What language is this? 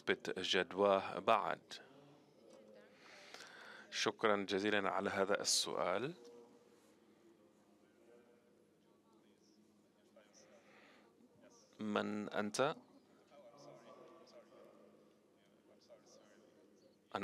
Arabic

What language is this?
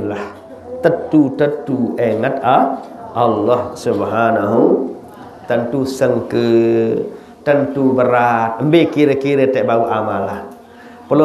Sasak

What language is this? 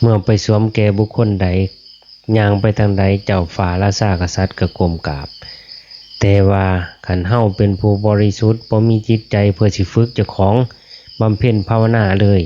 Lao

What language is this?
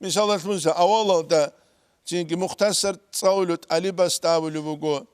Avaric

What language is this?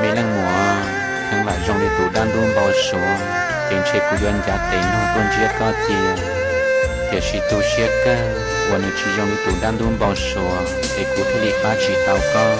Hmong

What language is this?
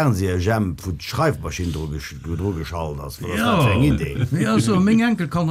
Luxembourgish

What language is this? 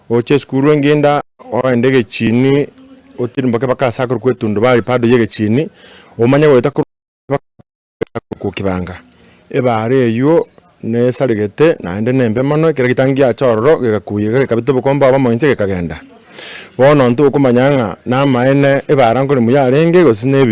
Gusii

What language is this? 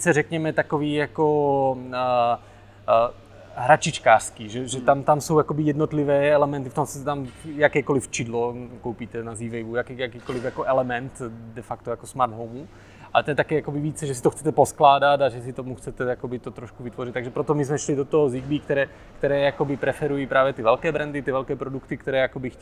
Czech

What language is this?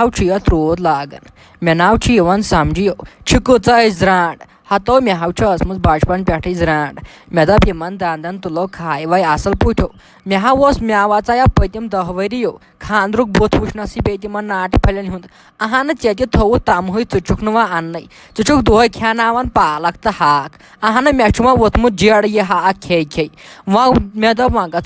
Kashmiri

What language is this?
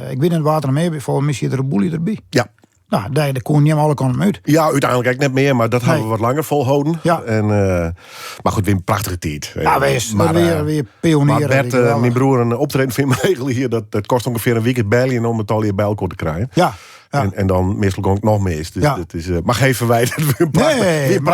Western Frisian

